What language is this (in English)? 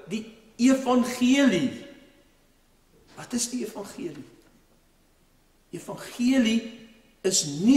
Afrikaans